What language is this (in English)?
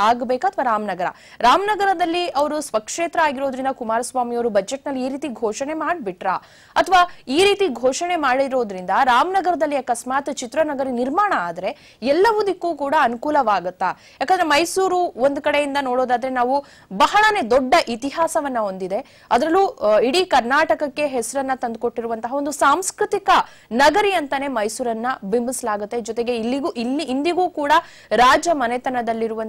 Kannada